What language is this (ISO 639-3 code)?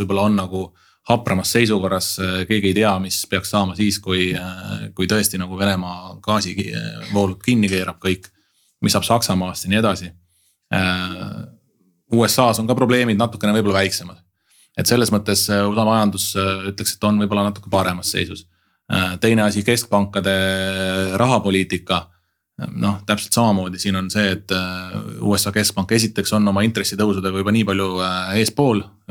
est